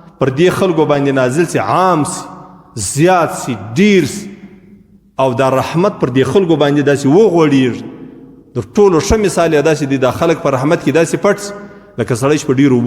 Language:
Pashto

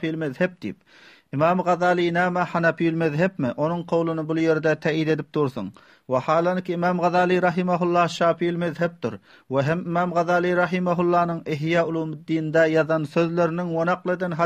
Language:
Turkmen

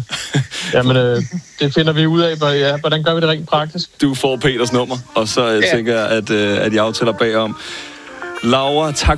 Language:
Danish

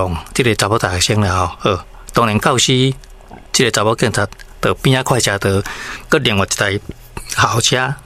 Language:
Min Nan Chinese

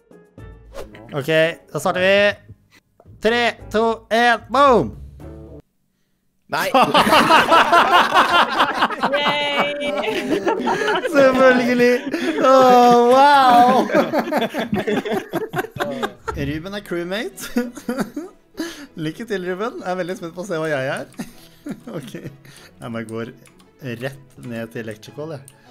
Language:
Norwegian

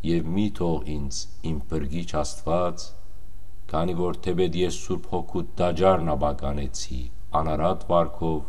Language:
Western Armenian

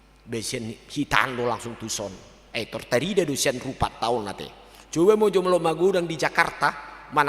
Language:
Batak Toba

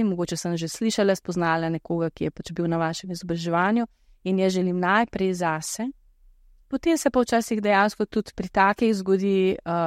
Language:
Slovenian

